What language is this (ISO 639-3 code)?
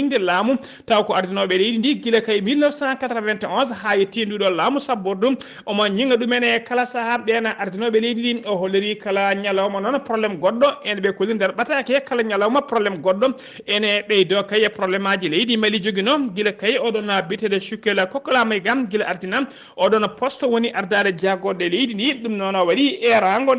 ful